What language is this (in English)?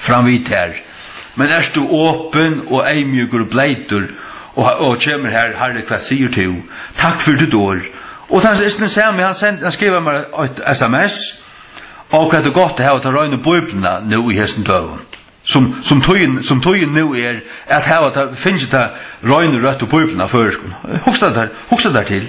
Faroese